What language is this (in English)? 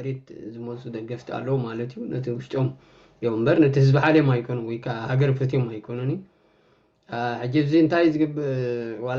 Tigrinya